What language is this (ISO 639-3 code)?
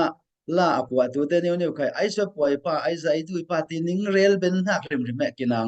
cfm